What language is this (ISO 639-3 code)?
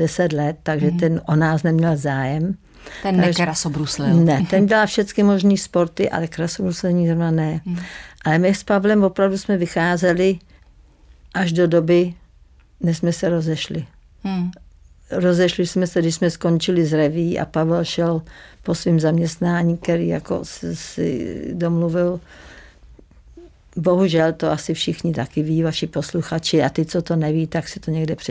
ces